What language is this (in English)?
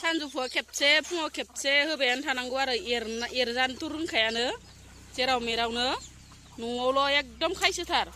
Bodo